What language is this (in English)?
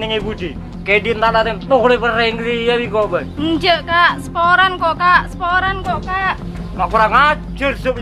Madurese